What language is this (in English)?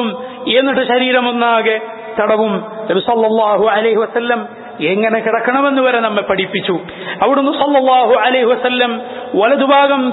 Malayalam